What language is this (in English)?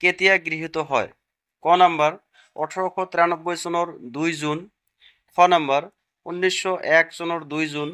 Assamese